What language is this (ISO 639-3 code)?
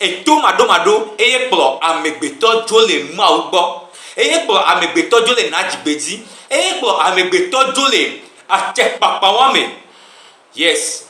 gej